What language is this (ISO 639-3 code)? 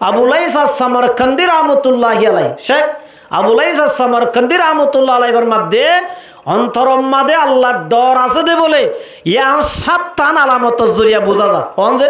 rhg